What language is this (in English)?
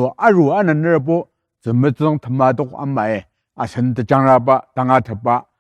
Ao Naga